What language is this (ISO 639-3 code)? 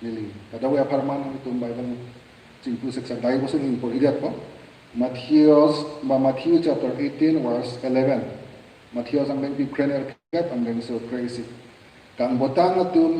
mjw